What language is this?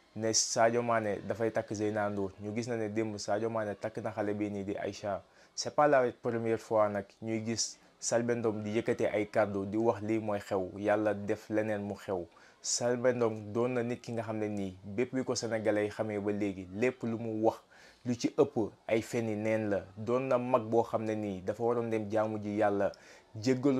Wolof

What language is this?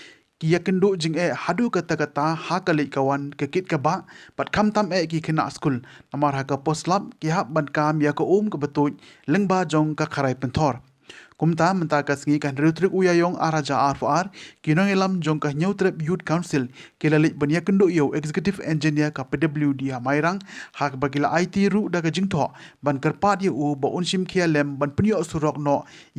Khasi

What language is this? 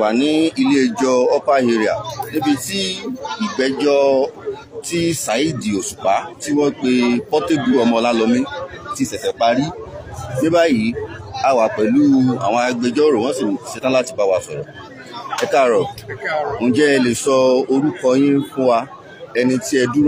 Yoruba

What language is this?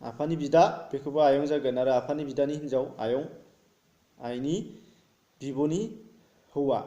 Bodo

